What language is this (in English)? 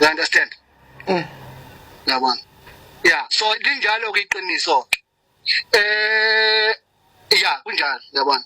Zulu